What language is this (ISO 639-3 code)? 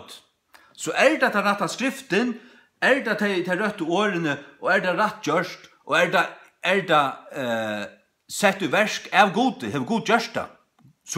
fao